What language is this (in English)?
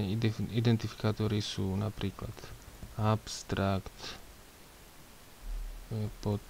Slovak